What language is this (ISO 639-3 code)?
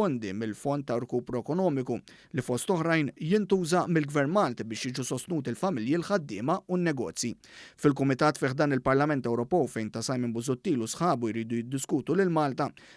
mlt